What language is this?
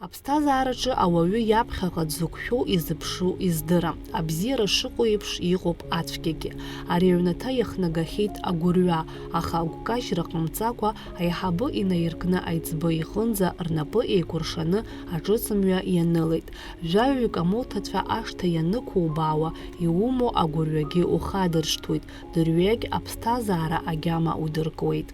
Abkhazian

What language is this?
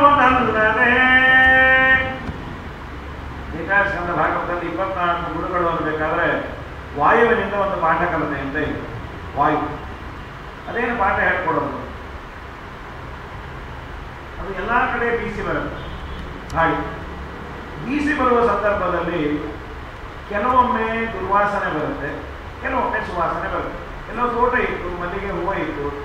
Kannada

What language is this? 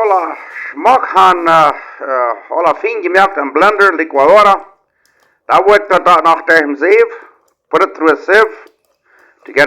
Plautdietsch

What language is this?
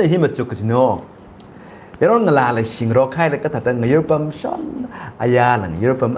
Tangkhul Naga (India)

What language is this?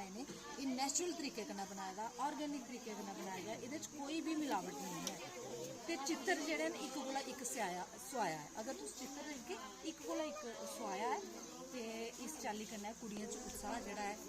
Dogri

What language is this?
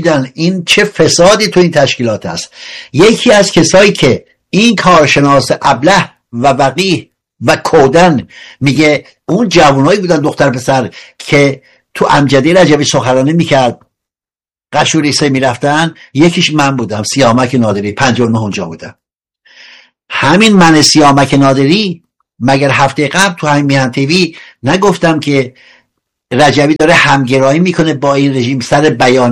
Persian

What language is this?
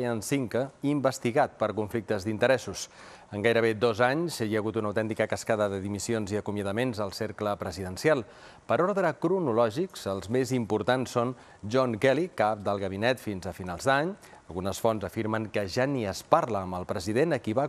Catalan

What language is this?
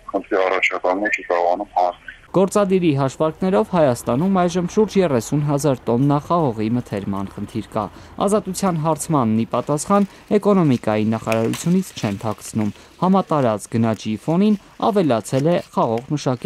Armenian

